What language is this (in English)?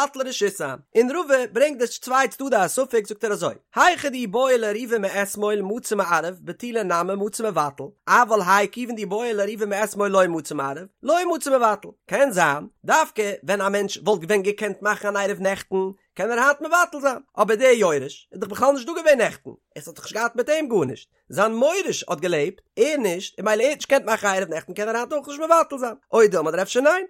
Yiddish